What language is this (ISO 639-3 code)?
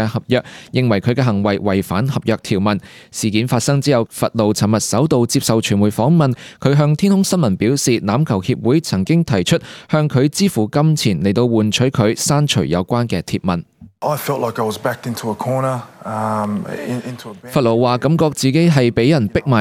yue